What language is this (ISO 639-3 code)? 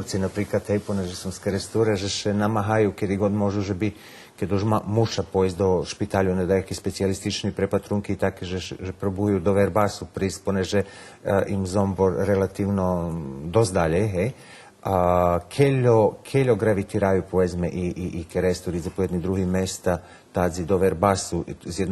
rue